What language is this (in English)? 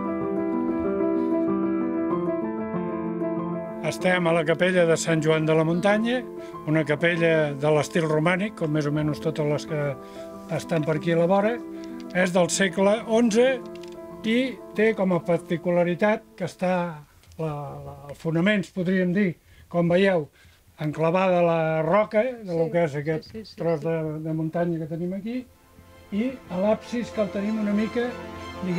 Catalan